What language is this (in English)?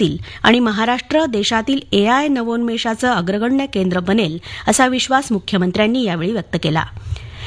Marathi